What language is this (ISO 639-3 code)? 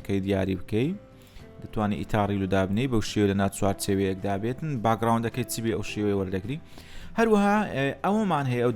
ckb